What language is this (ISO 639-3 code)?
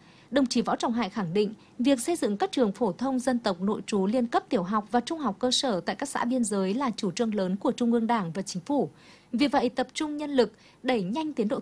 vie